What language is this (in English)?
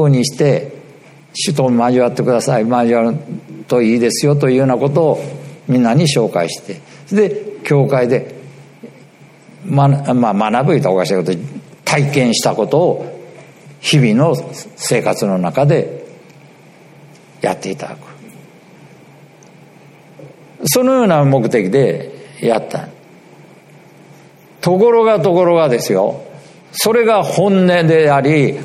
Japanese